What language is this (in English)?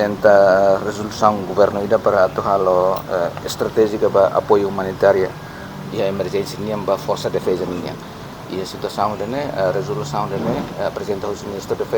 Tetum